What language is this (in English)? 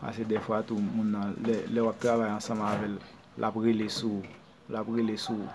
Haitian Creole